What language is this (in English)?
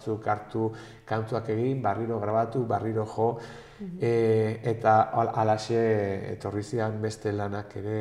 Basque